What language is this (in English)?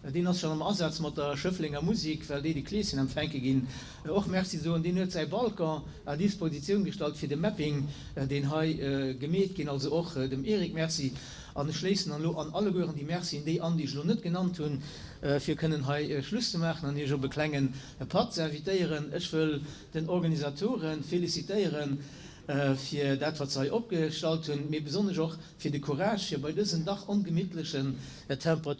Luxembourgish